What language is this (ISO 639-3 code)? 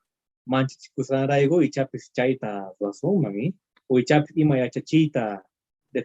que